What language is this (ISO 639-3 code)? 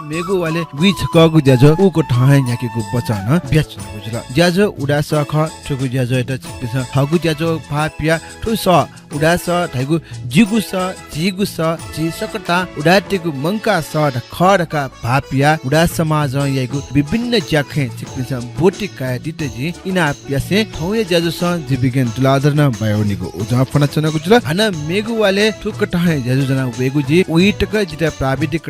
new